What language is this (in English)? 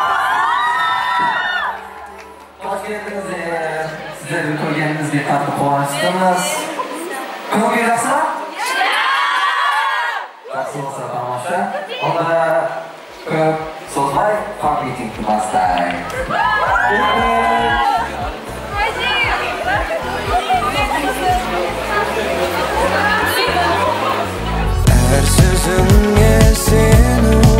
Kazakh